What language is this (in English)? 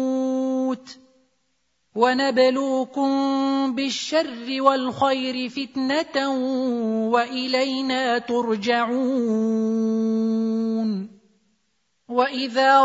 Arabic